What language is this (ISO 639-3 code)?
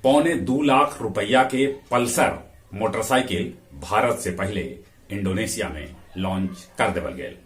mag